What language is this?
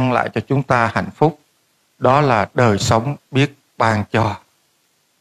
Vietnamese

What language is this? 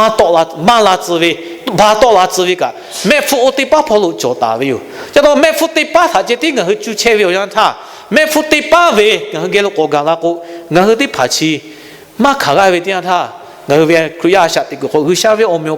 Lahu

